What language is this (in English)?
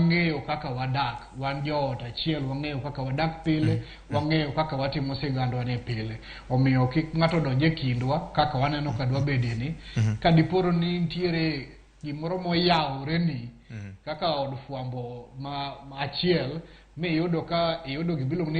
Luo (Kenya and Tanzania)